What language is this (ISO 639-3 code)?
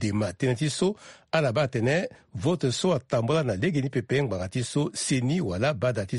sag